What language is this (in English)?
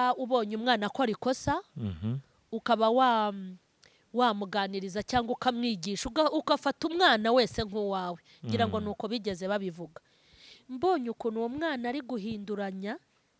Kinyarwanda